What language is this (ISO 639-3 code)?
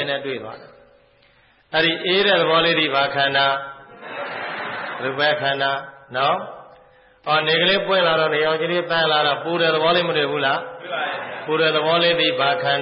mya